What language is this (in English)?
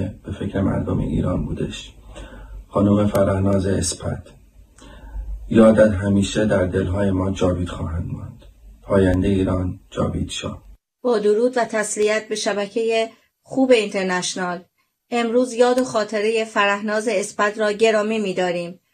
Persian